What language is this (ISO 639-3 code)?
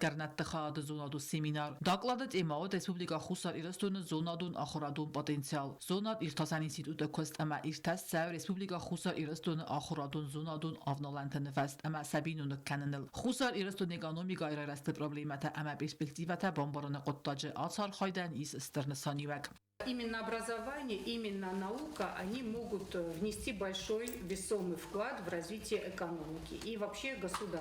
oss